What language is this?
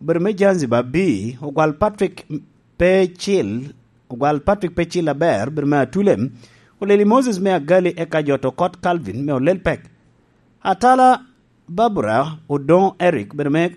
Lango (Uganda)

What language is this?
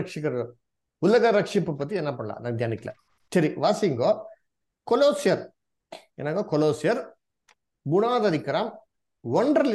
Tamil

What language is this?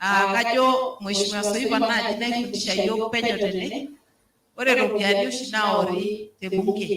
Masai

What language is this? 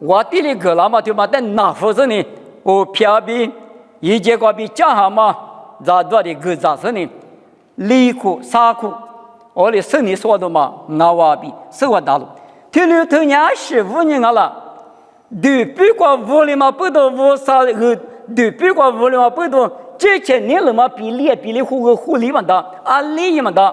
Lisu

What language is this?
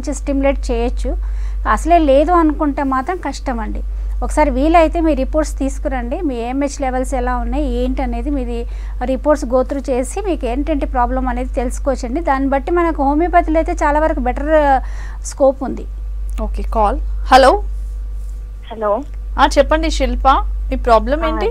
Telugu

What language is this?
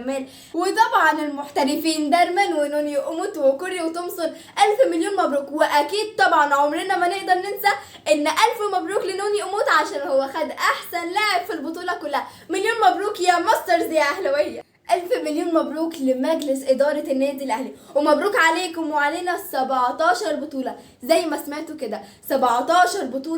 Egyptian Arabic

